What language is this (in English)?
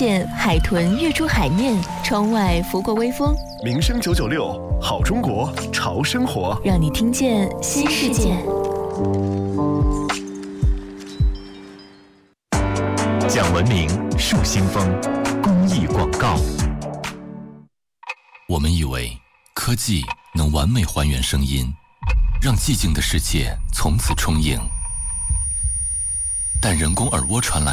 Chinese